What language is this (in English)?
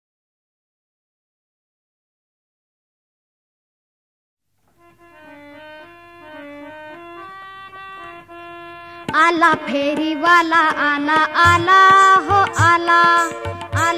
Marathi